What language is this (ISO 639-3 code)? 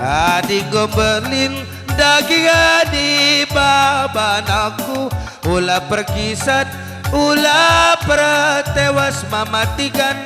btx